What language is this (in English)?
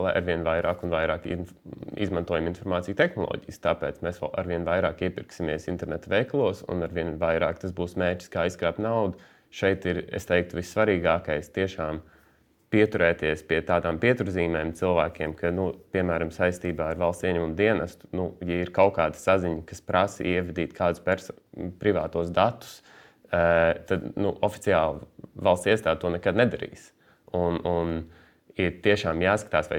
Latvian